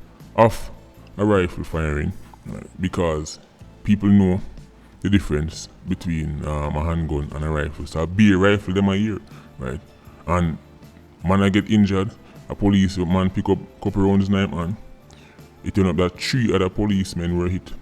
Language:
Jamaican Creole English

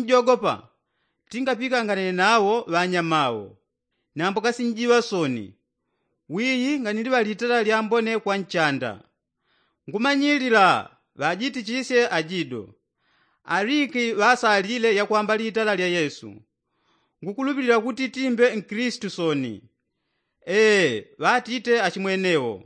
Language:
Yao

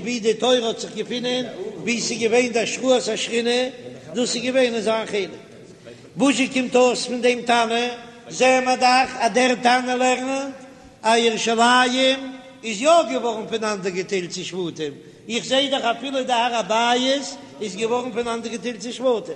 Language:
Yiddish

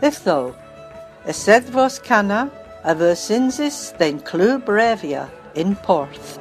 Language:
Cornish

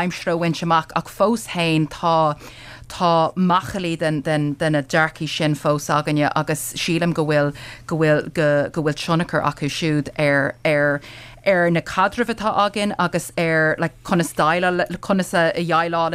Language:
Irish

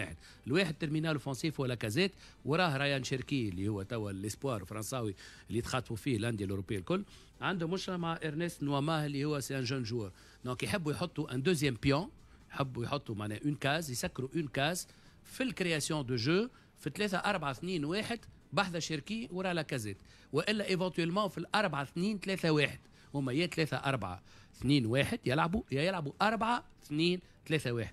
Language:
Tunisian Arabic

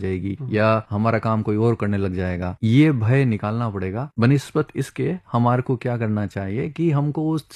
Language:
Hindi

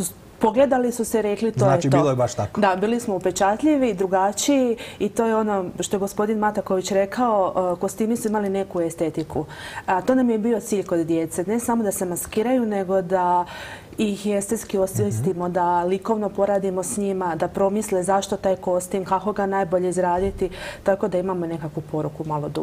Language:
Croatian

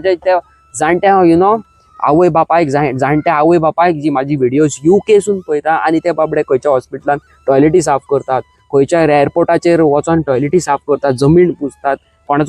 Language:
Konkani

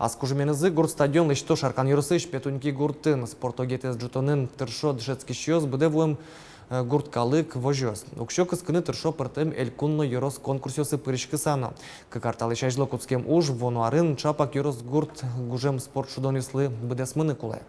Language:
Udmurt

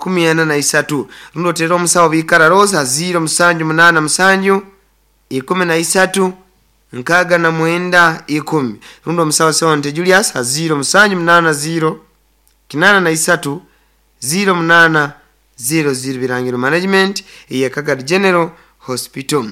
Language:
Nyoro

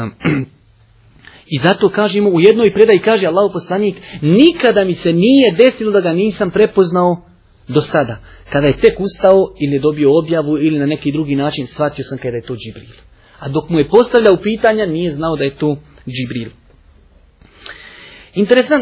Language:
Bosnian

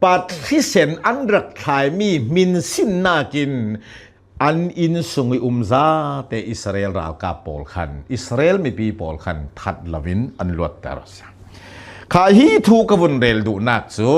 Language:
Hakha Chin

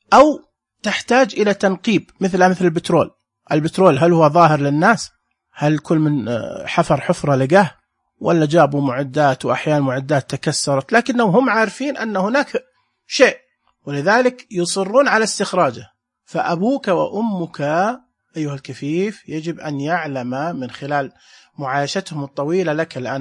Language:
Najdi Arabic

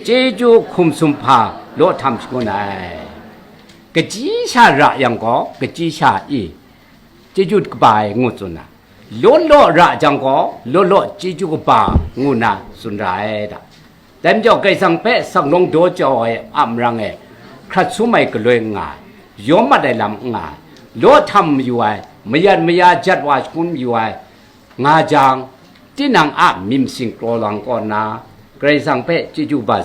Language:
Kachin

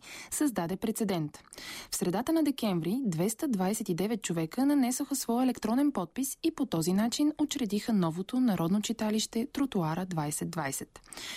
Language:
Bulgarian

